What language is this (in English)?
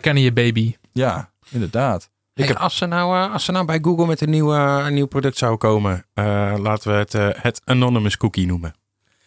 Dutch